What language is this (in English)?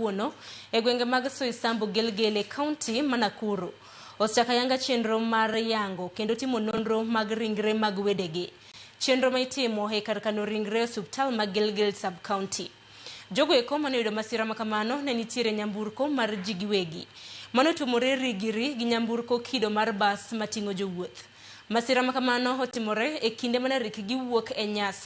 Luo (Kenya and Tanzania)